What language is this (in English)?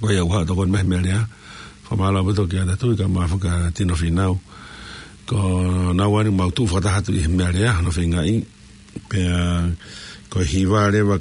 Tongan